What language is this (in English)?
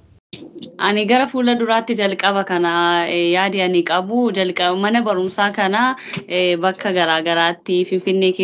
Oromo